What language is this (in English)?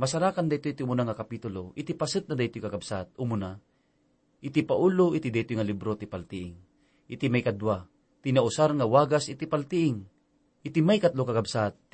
Iloko